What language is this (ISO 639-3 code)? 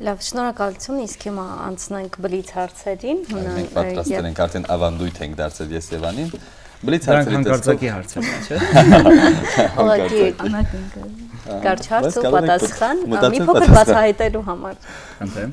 hye